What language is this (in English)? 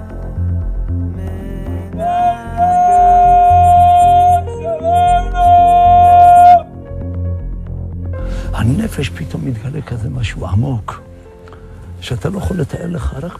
Hebrew